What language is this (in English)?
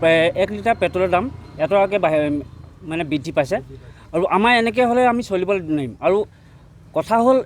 Assamese